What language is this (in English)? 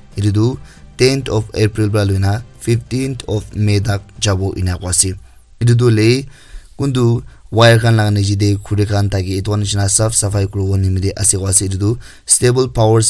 Naga Pidgin